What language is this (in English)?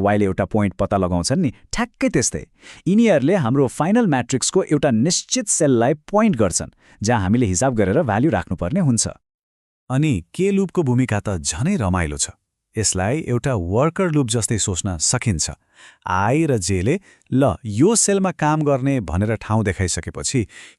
Nepali